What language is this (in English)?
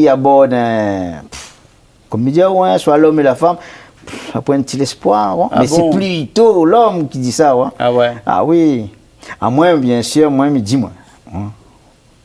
Réunion Creole French